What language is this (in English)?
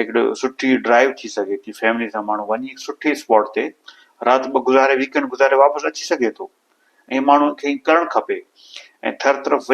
Sindhi